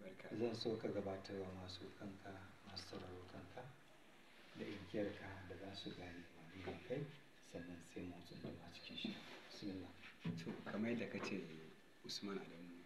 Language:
Hausa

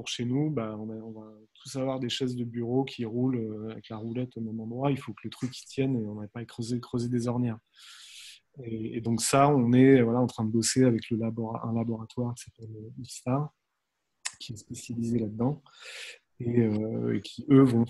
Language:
French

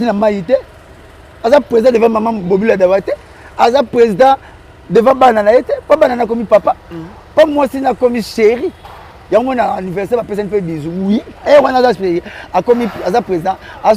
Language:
Lingala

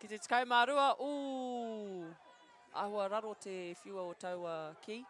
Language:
Māori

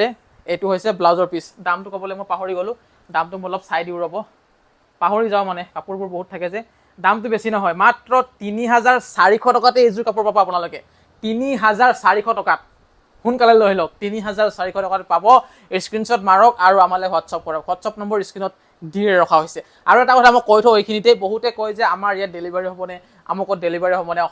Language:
Assamese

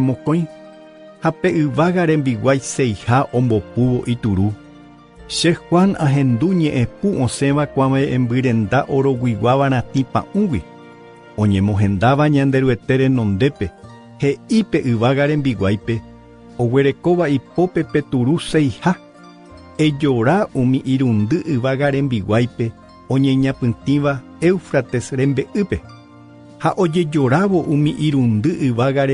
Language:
Guarani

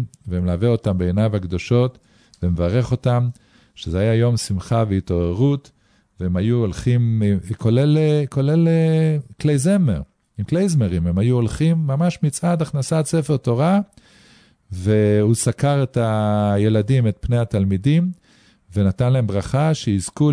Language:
Hebrew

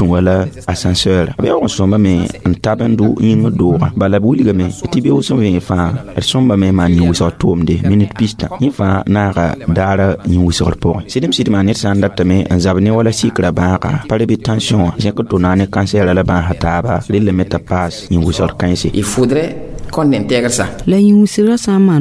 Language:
Mossi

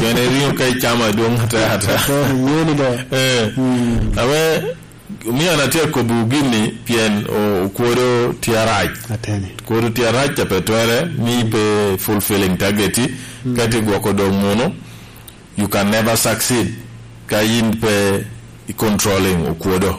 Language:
Lango (Uganda)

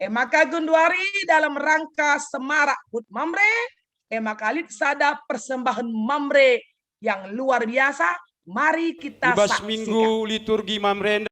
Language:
Batak Karo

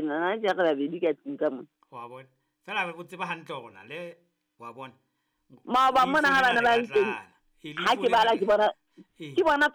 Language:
Southern Sotho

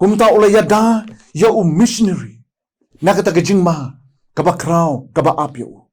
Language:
Khasi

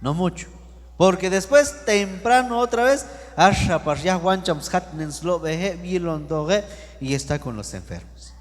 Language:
Q'anjob'al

